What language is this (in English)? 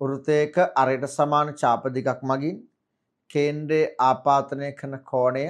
Sinhala